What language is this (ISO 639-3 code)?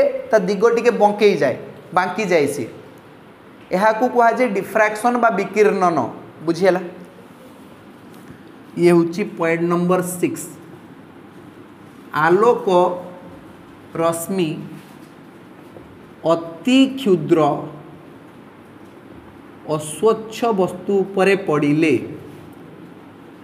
ori